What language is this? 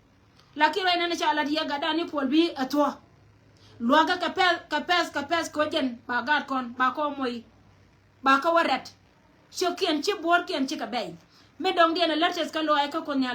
Nuer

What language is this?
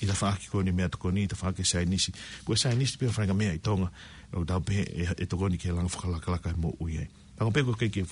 Tongan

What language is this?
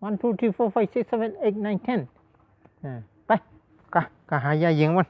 Shan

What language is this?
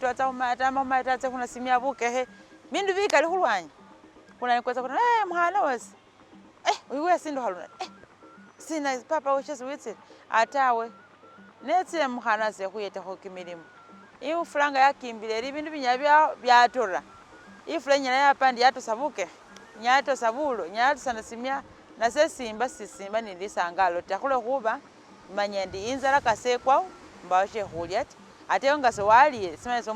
Masaaba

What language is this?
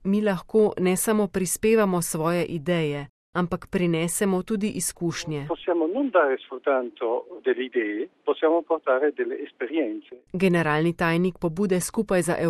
Slovenian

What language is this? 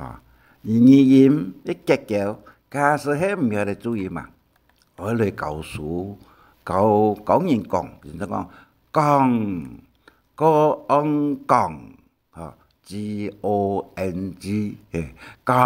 Hakka Chinese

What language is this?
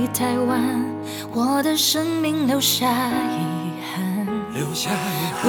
Chinese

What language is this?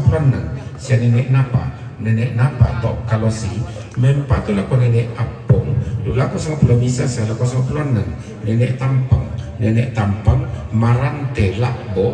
Toraja-Sa'dan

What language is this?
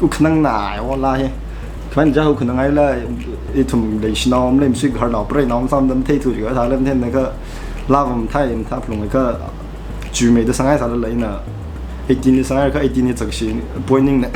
Tangkhul Naga (India)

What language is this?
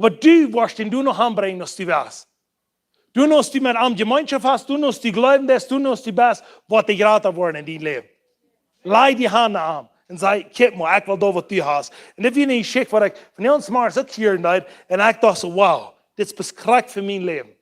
Plautdietsch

